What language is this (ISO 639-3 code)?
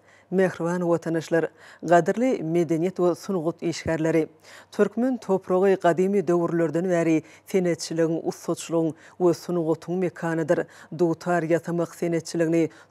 tuk